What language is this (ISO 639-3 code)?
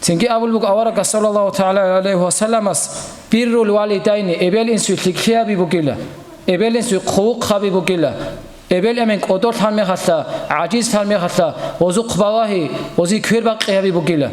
ava